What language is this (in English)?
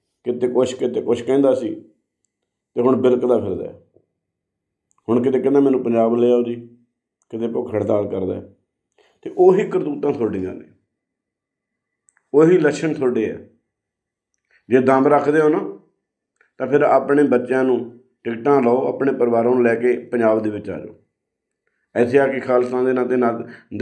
Punjabi